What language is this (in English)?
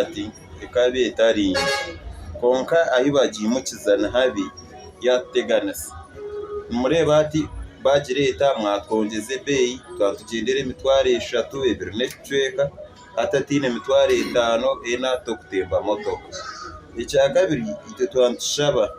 Nyankole